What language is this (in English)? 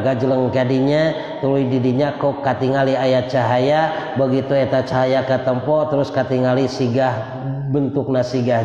Sundanese